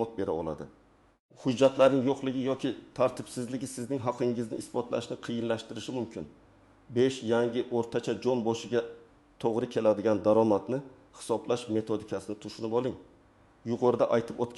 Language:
Uzbek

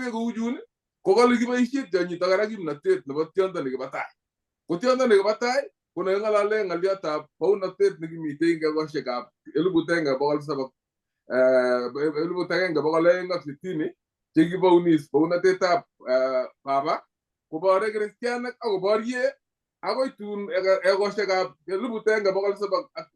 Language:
Kalenjin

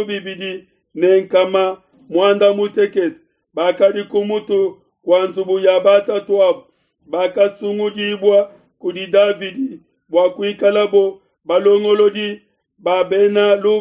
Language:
Luba-Lulua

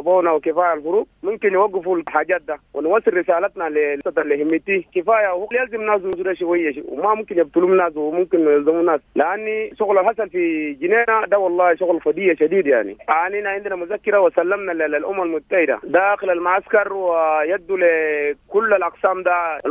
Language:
Sudanese Arabic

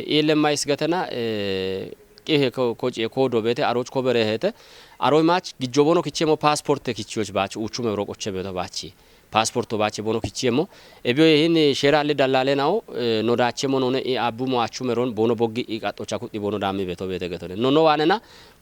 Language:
Kafa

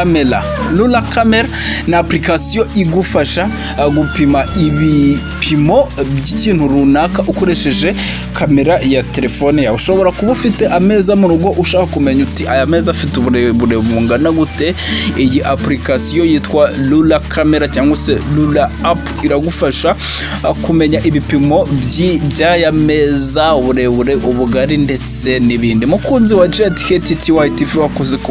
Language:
Kinyarwanda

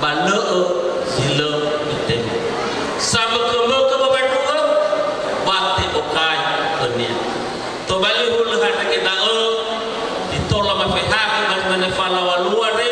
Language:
Nias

